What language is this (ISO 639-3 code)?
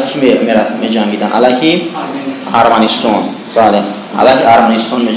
tgk